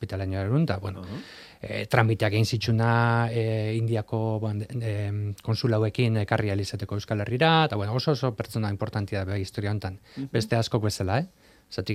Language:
Basque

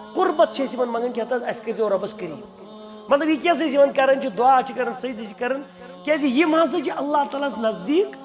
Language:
Kashmiri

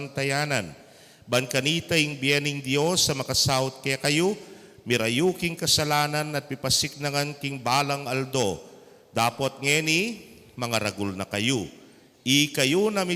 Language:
Pampanga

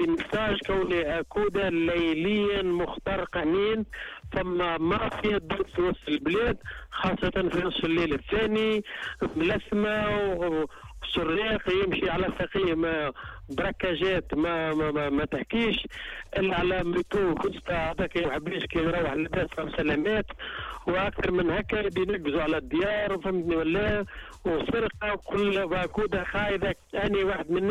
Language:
Tunisian Arabic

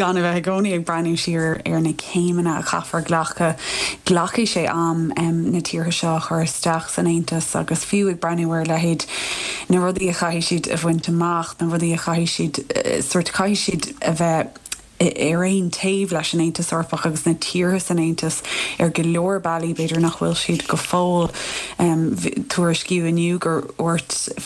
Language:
Irish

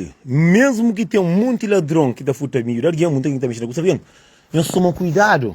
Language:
Kabuverdianu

